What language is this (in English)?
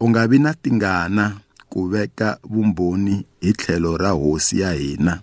Tsonga